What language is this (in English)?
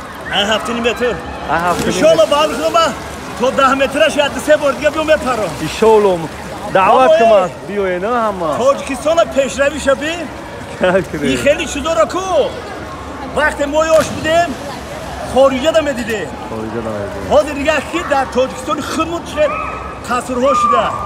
Tajik